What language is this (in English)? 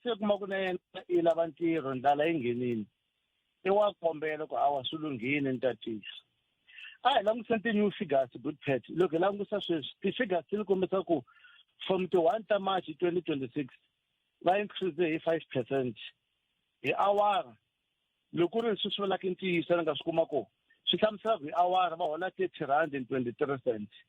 Tsonga